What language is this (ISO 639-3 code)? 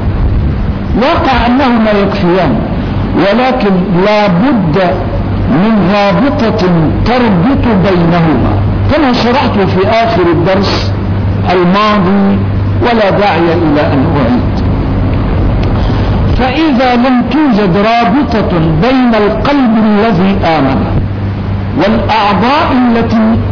ara